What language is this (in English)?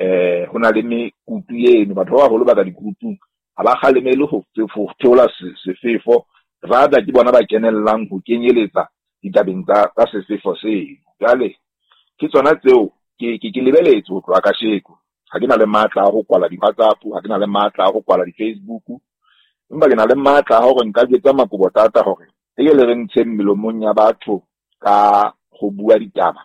Southern Sotho